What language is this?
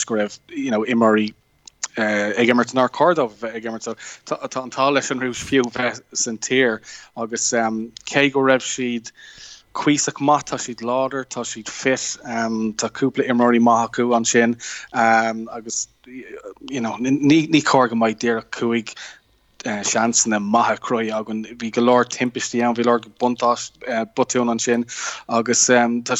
Irish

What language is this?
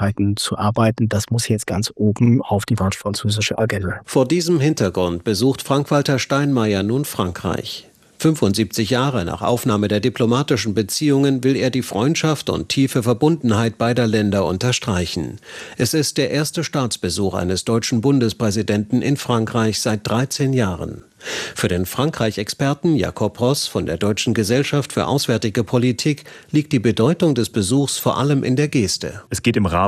German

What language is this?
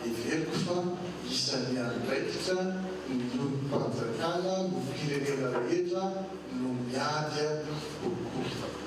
Malagasy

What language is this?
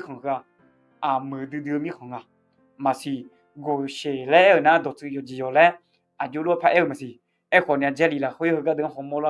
Akha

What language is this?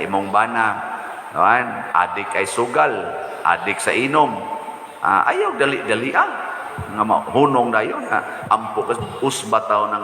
Cebuano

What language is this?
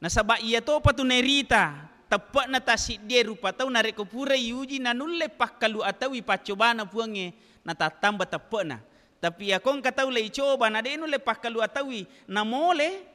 Buginese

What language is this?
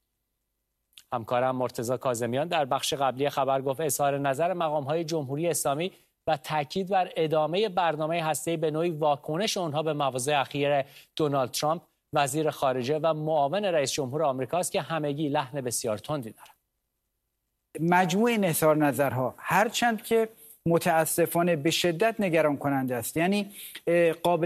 Persian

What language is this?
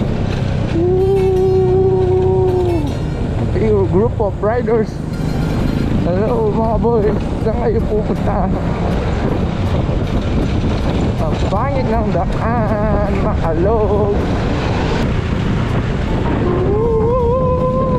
Filipino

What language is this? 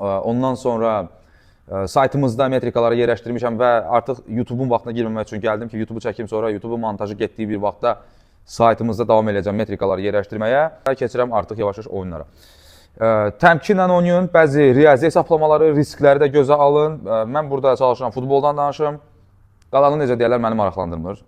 Azerbaijani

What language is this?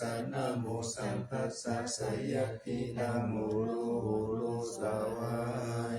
Pali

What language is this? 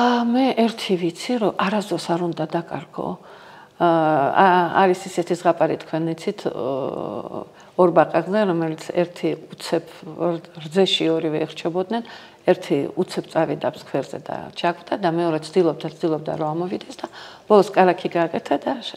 Georgian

